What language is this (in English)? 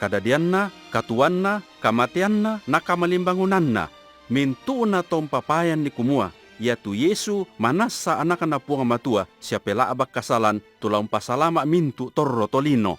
Toraja-Sa'dan